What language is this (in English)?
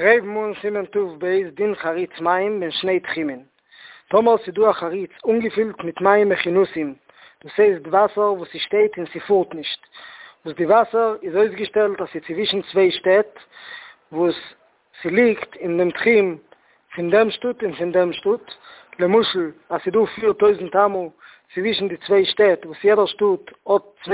Yiddish